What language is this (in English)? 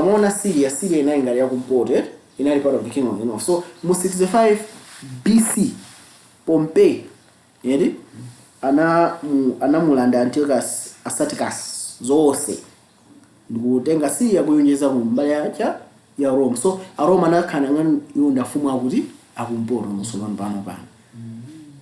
Nyanja